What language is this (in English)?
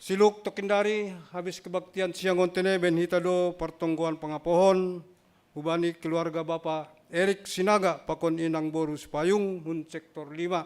Batak Simalungun